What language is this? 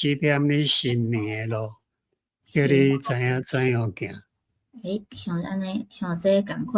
Min Nan Chinese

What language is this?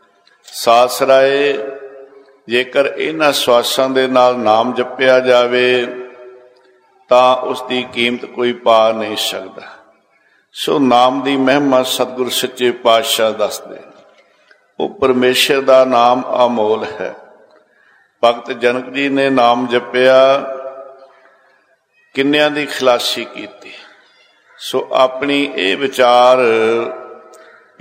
Punjabi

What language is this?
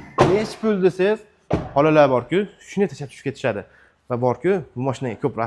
Uzbek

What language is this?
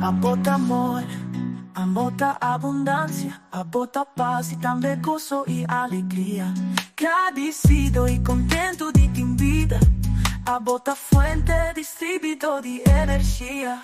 Papiamento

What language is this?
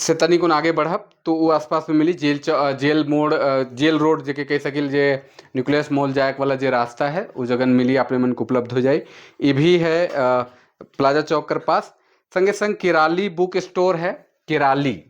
Sadri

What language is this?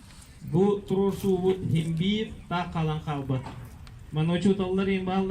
Yakut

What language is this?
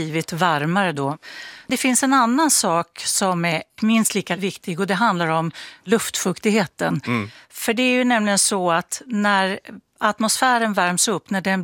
Swedish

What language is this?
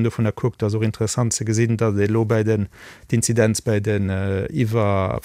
Luxembourgish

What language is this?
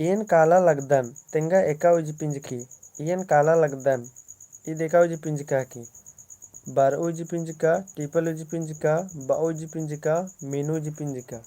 Kurukh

